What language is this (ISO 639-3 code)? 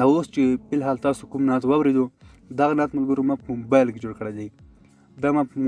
pus